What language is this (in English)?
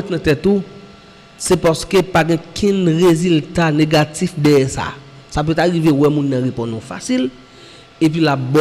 Haitian Creole